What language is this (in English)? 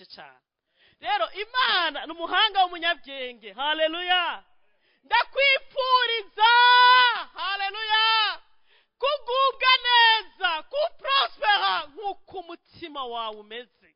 Rundi